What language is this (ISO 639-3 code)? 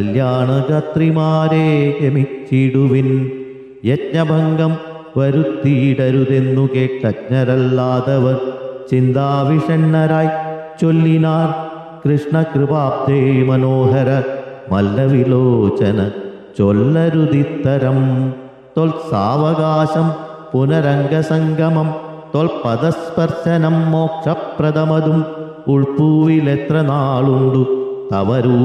mal